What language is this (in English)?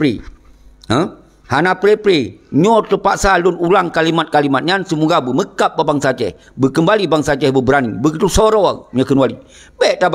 Achinese